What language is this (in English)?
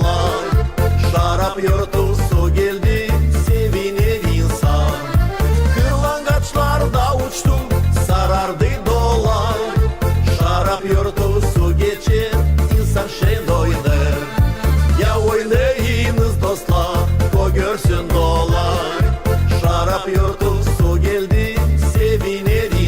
Gagauz